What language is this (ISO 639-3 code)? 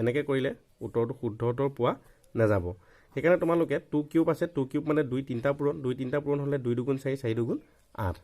asm